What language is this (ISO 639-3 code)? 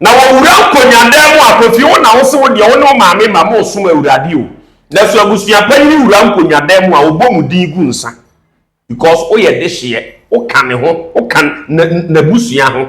aka